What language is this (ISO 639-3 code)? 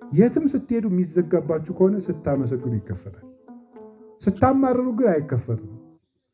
amh